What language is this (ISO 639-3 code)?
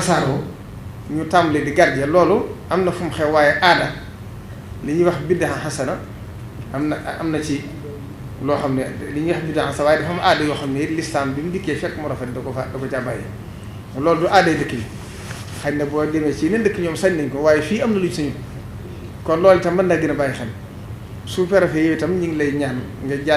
wol